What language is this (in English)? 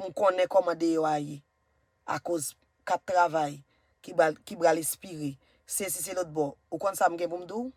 Haitian Creole